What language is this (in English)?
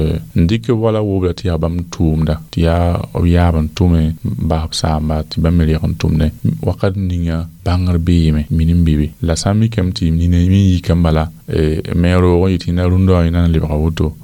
Mossi